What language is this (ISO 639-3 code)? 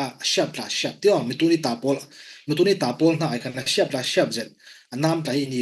cfm